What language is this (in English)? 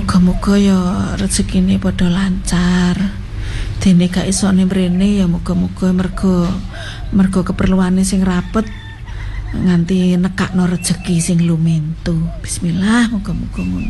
Javanese